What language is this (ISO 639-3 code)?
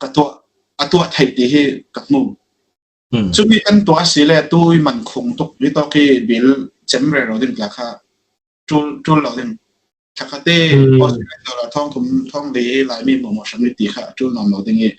cfm